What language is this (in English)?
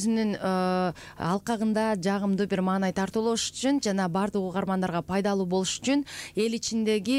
Kyrgyz